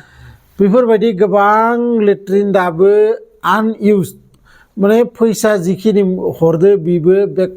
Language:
Bodo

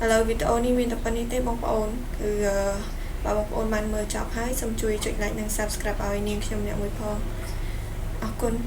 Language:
Khmer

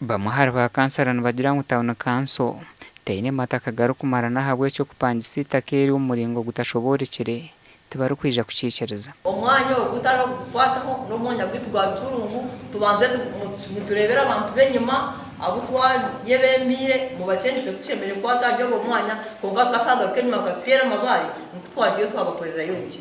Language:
Nyankole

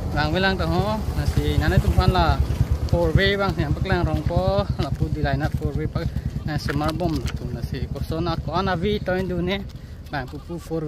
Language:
Karbi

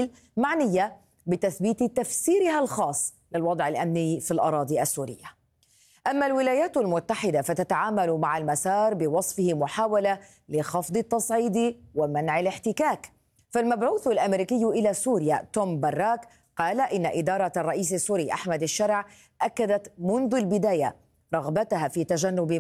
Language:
Arabic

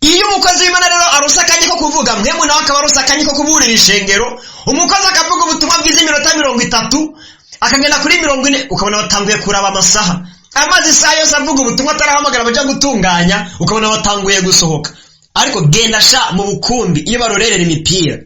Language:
Rundi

